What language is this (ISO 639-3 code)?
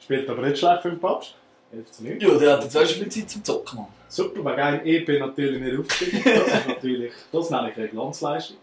gsw